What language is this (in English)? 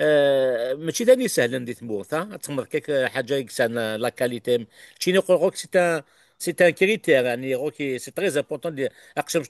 Kabyle